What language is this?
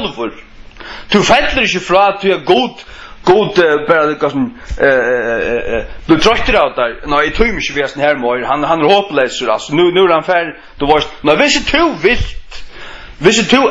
Faroese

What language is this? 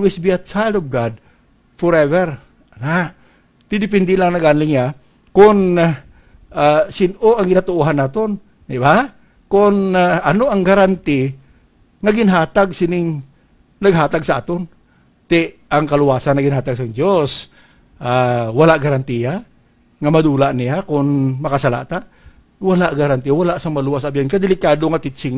Hiligaynon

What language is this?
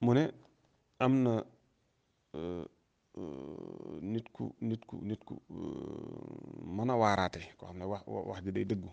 Wolof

